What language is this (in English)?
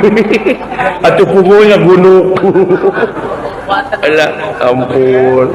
Sundanese